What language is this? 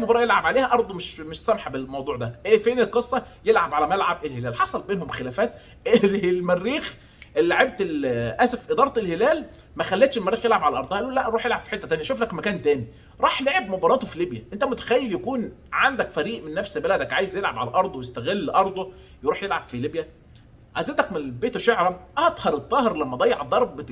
Egyptian Arabic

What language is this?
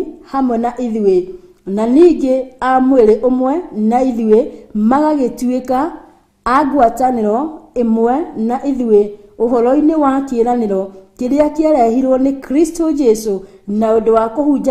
Kikuyu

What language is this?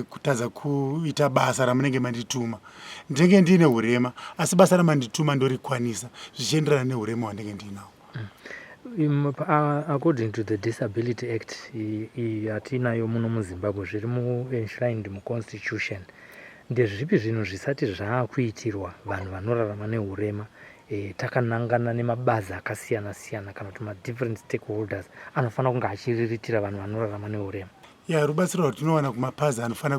Shona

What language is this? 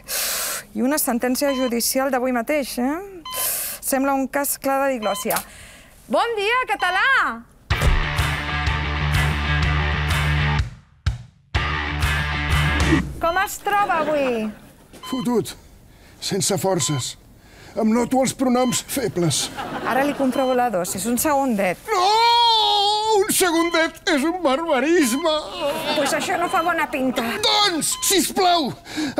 Catalan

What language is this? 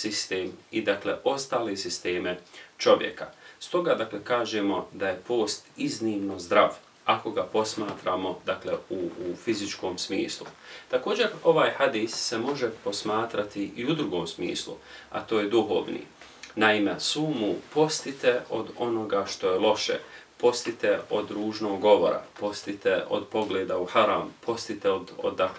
Bosnian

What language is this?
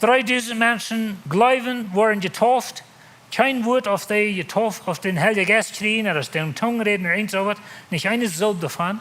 Plautdietsch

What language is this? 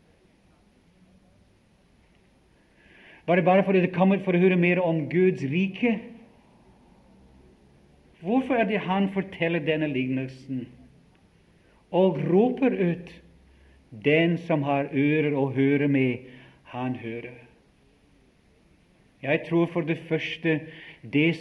Norwegian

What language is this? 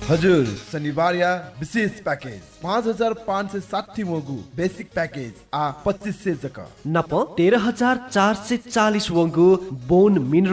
Newari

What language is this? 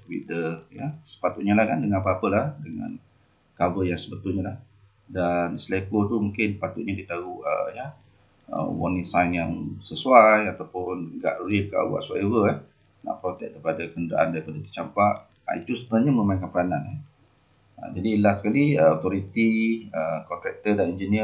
Malay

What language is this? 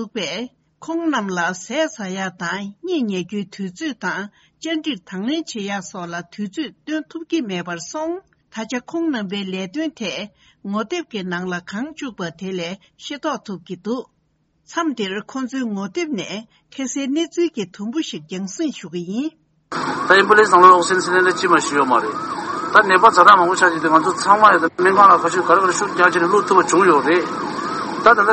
Tibetan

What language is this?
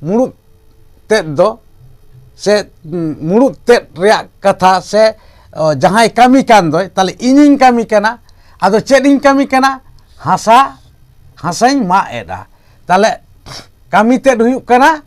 Santali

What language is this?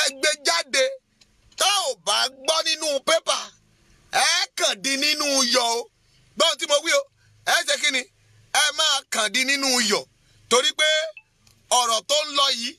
Yoruba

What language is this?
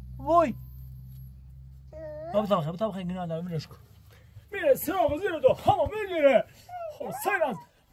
Persian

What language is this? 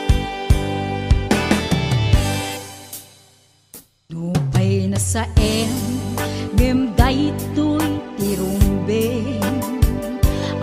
Iloko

